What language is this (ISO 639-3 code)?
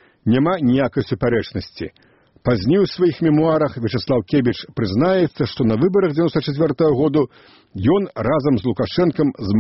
bel